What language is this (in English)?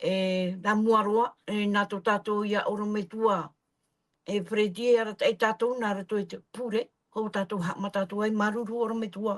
Tahitian